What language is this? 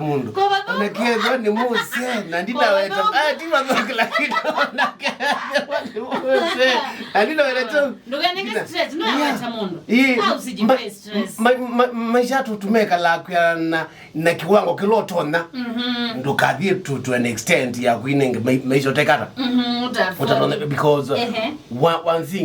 Kamba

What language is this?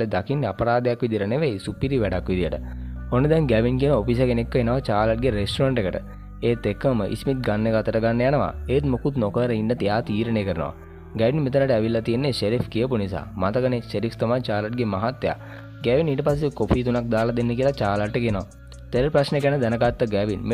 Sinhala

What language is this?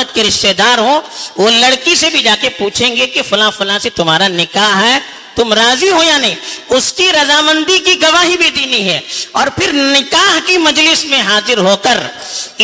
Urdu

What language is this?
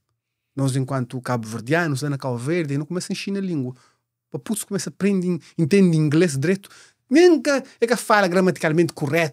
Kabuverdianu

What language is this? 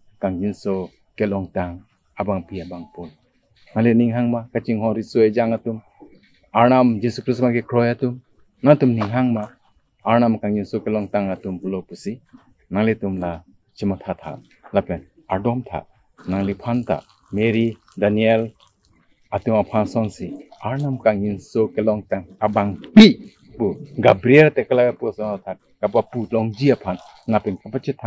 Karbi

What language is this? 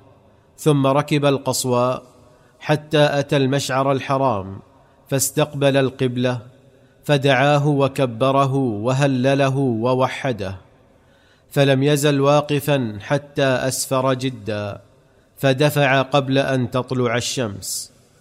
Arabic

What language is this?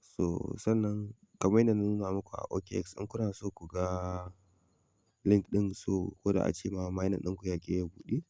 Hausa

